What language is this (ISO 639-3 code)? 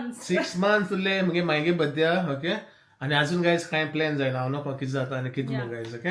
kok